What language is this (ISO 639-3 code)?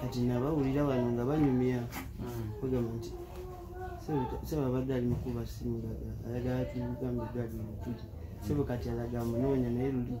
lug